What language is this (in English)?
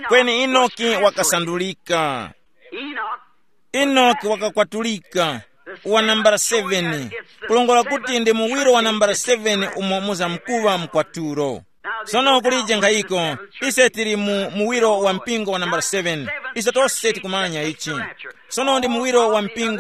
Tumbuka